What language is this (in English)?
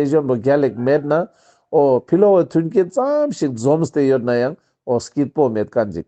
Ladakhi